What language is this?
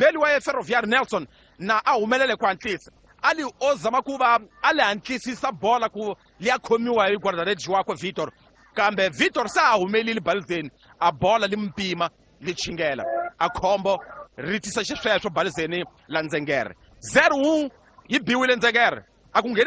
Tsonga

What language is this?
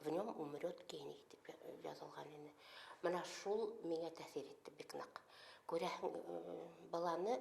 Bashkir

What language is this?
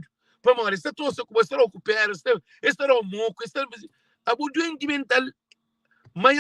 Kabuverdianu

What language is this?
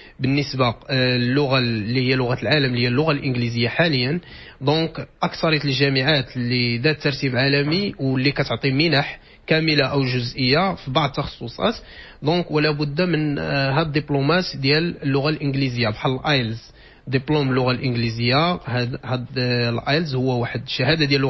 Moroccan Arabic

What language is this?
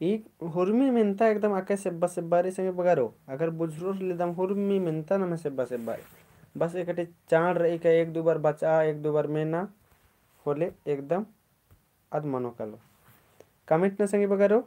Kurukh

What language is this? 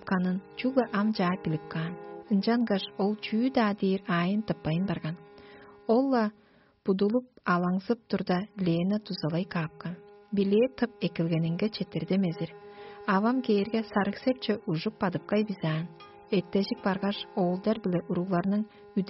Tuvinian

